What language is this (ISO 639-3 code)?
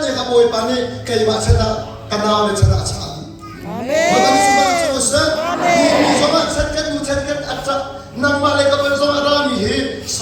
cnh